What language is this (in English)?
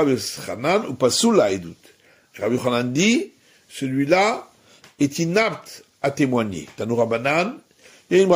French